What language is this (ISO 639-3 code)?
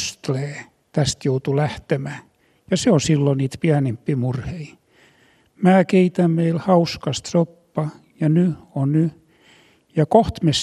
fin